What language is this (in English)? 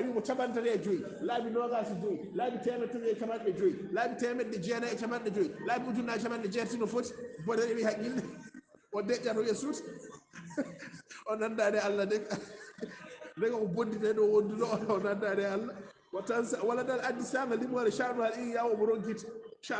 Fula